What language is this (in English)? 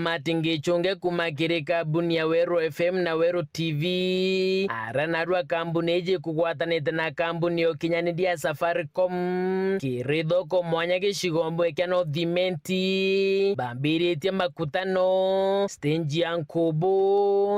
Meru